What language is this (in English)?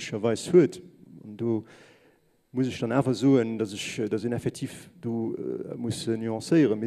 Luxembourgish